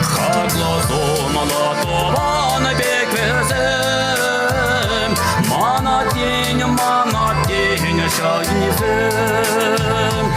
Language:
Chuvash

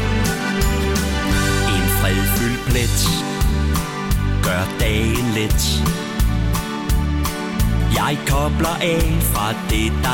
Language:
Danish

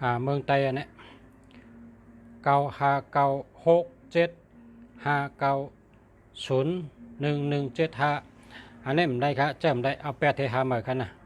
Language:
Shan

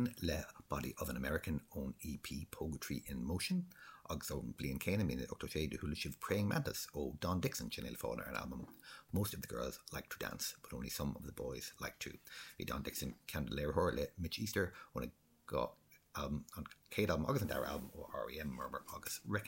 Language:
Irish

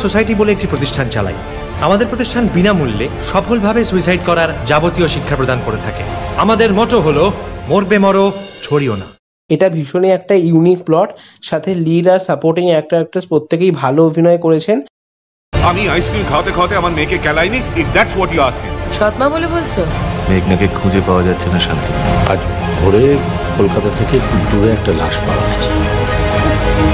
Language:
Bangla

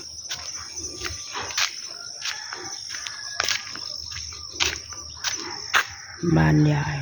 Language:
Northeastern Thai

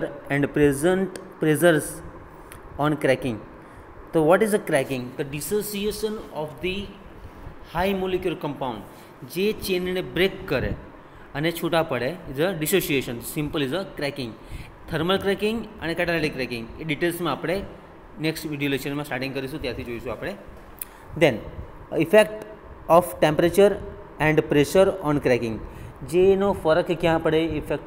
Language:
Gujarati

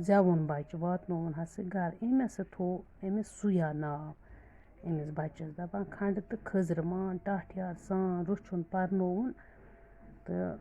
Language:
Kashmiri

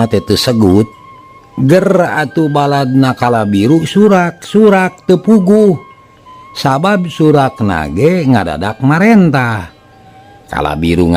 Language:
Sundanese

